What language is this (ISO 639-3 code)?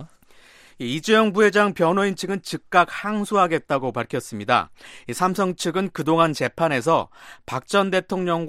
kor